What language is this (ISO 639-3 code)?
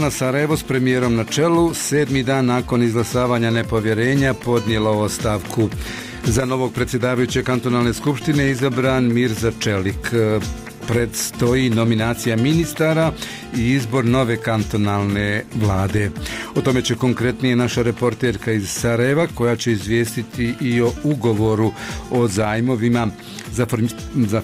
bos